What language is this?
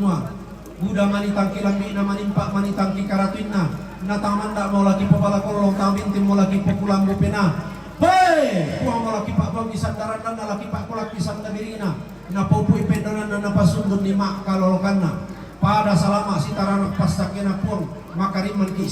Toraja-Sa'dan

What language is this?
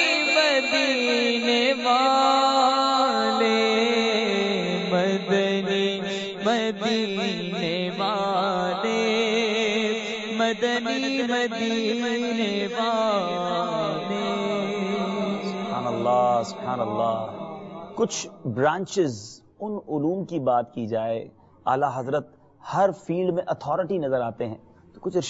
Urdu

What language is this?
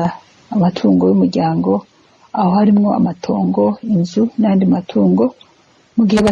Rundi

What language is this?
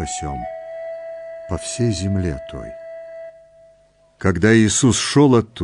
Russian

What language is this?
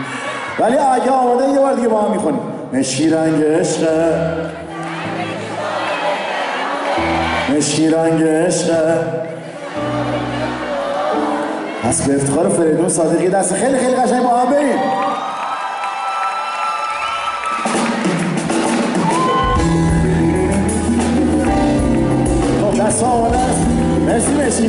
Persian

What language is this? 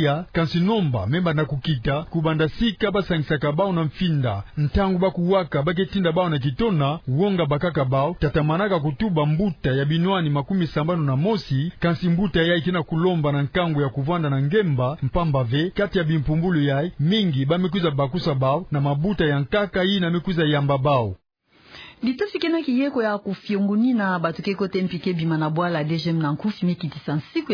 Kituba (Democratic Republic of Congo)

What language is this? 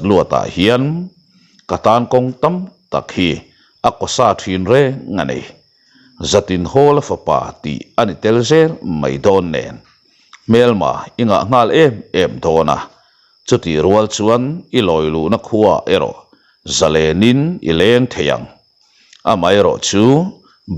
Mizo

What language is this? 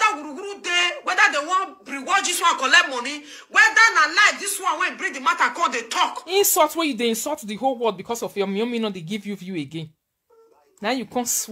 Nigerian Pidgin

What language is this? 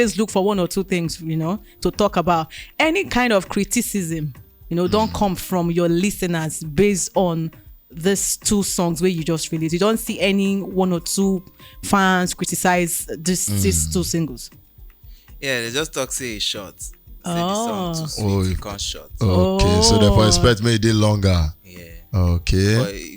Nigerian Pidgin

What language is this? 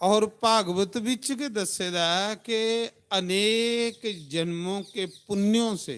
Dogri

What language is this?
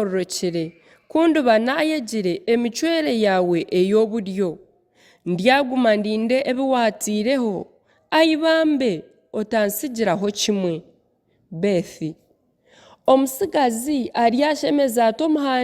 Nyankole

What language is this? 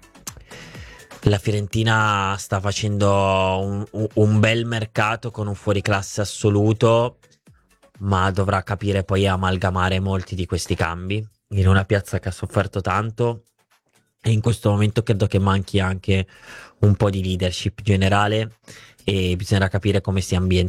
Italian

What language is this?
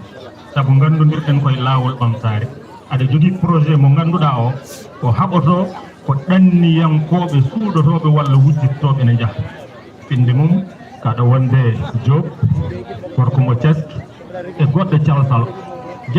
Fula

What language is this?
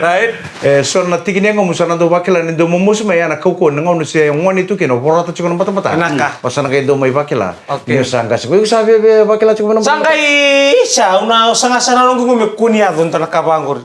Fijian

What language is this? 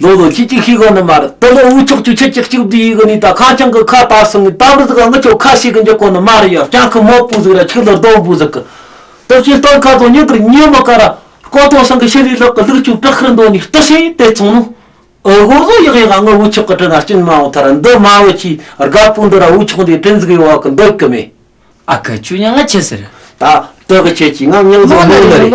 Tibetan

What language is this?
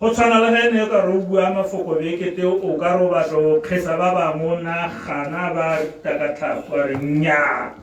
Tswana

